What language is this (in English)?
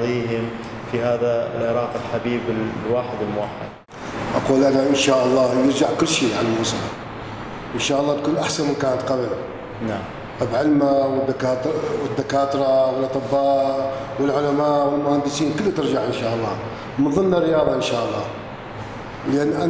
Arabic